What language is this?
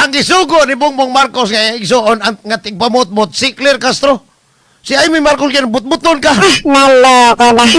Cebuano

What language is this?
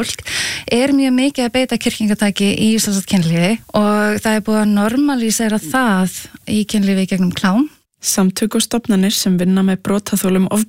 Icelandic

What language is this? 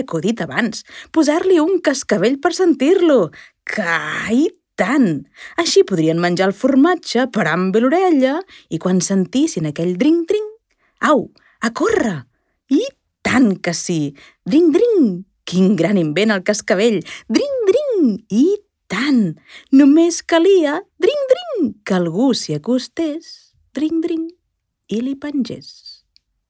Catalan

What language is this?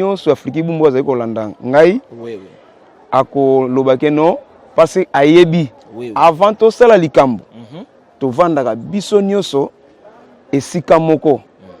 Lingala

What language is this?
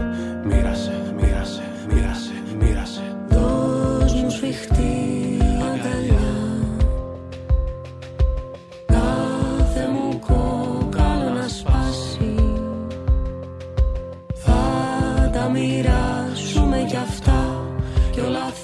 Greek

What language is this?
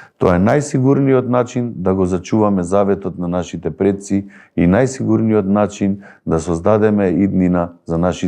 Macedonian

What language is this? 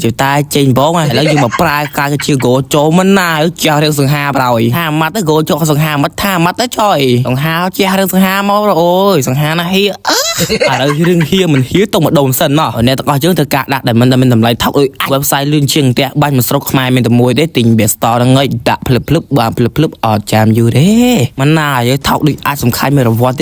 Khmer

